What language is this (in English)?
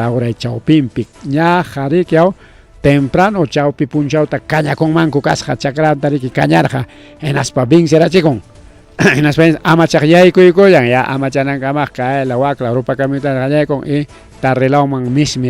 Ayacucho Quechua